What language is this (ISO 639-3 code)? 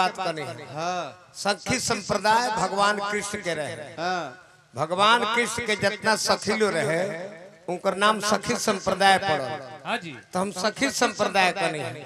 bho